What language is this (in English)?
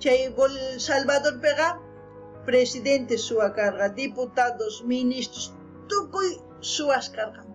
South Bolivian Quechua